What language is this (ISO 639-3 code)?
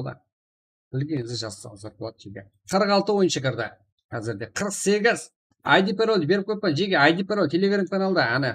kaa